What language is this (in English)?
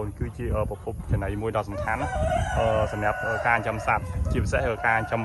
Khmer